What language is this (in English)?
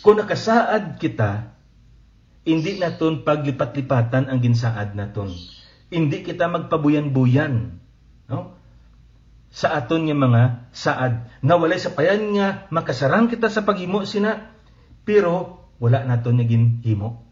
Hiligaynon